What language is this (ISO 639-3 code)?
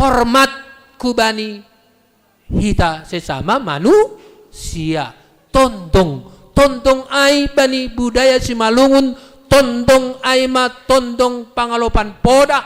bts